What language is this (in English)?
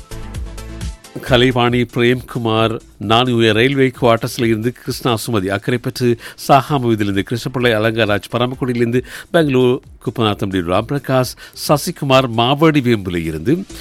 Tamil